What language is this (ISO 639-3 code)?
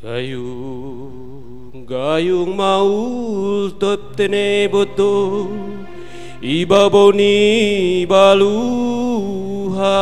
bts